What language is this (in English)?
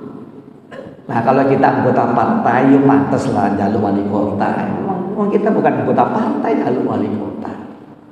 Indonesian